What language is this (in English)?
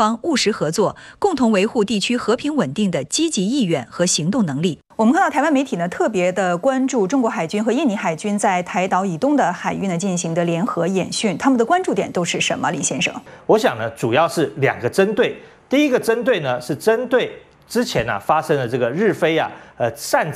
Chinese